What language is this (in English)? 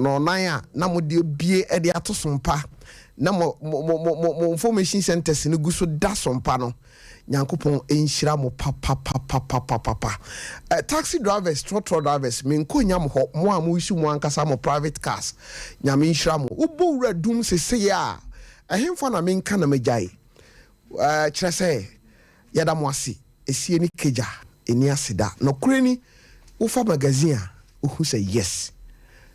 Akan